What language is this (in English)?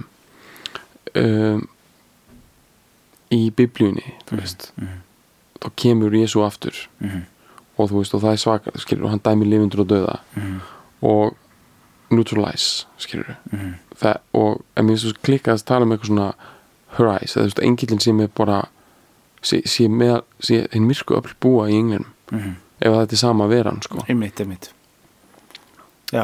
Icelandic